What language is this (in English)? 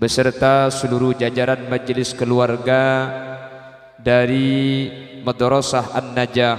Madurese